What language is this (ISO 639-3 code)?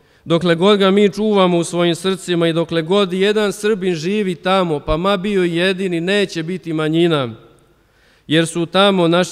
srp